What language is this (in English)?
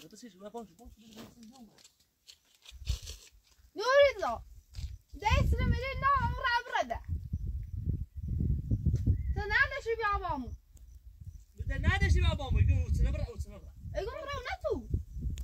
Persian